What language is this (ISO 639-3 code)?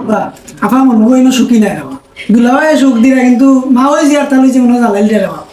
syl